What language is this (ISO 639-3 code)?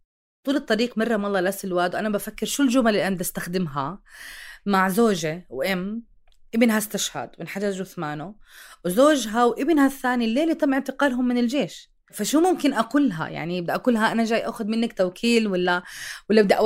apc